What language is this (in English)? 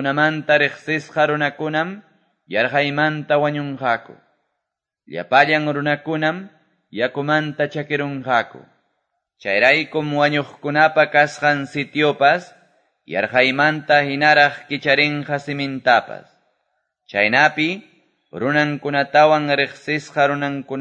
Quechua